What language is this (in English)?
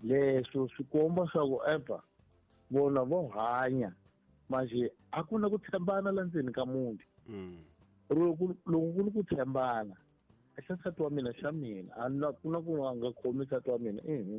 Tsonga